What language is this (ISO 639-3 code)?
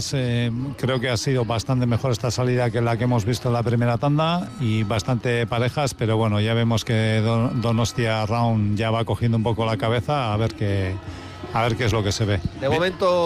spa